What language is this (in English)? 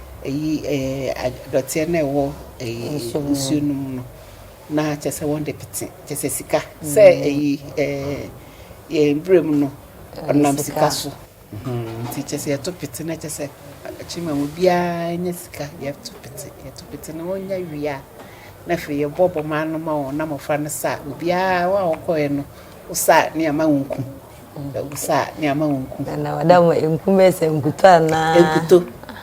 Akan